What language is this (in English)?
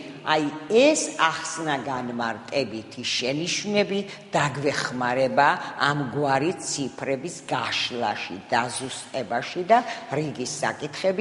Georgian